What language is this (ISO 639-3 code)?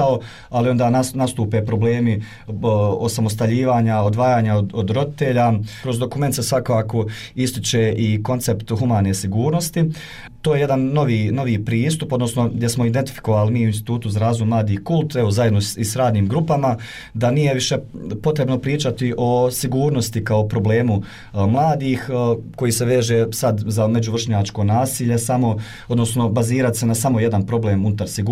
bos